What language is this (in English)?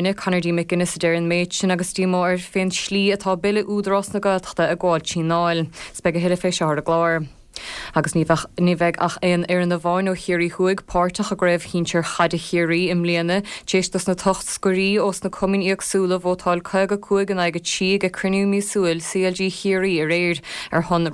Irish